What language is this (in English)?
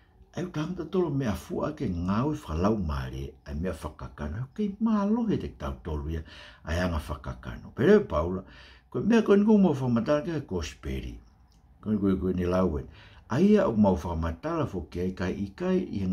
Tongan